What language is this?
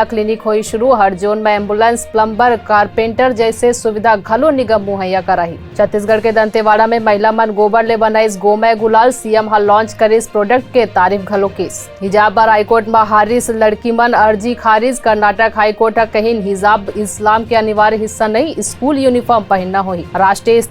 Chhattisgarhi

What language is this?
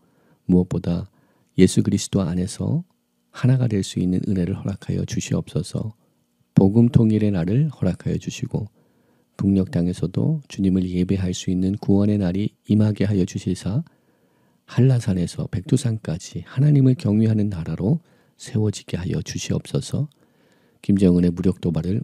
Korean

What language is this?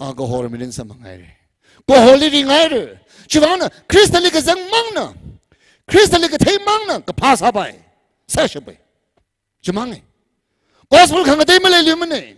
Tangkhul Naga (India)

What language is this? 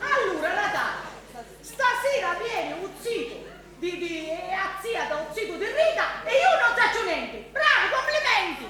Sicilian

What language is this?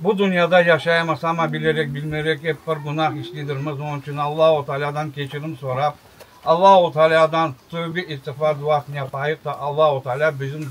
Crimean Tatar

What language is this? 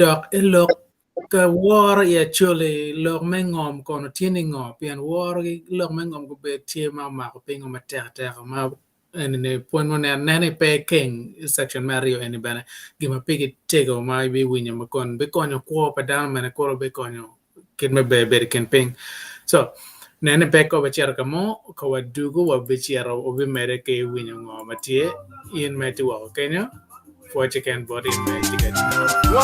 Acoli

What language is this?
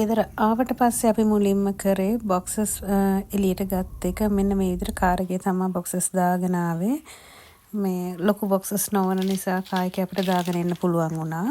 Sinhala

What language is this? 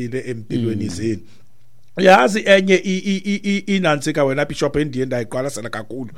Xhosa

